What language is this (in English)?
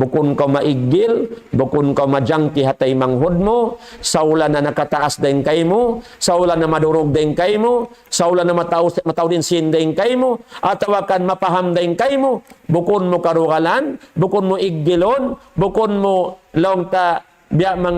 Tausug